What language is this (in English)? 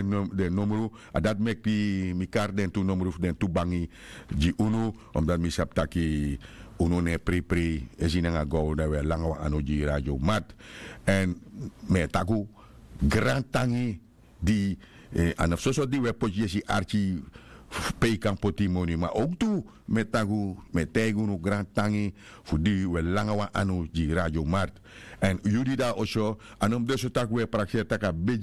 Sranan Tongo